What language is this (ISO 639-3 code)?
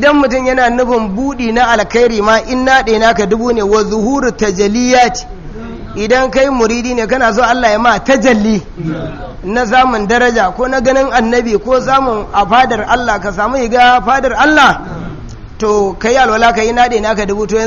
hau